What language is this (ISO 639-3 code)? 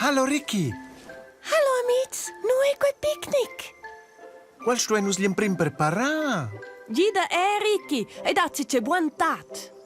roh